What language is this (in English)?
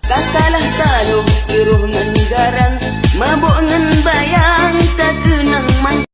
Achinese